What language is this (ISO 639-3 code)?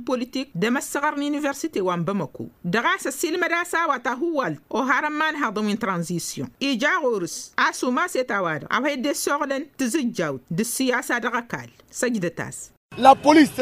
taq